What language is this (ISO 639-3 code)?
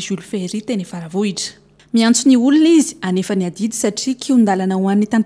mlg